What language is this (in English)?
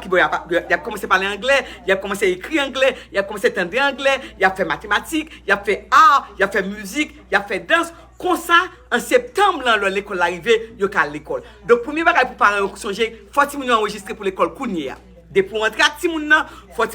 Haitian Creole